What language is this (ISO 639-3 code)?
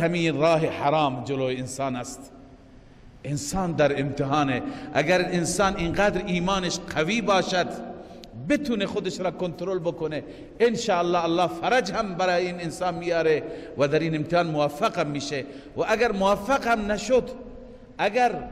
fas